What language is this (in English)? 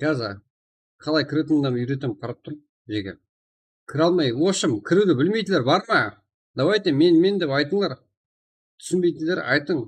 Kara-Kalpak